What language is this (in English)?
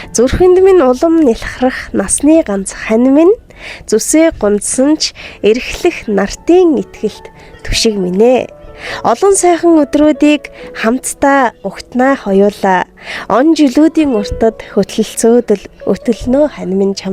Mongolian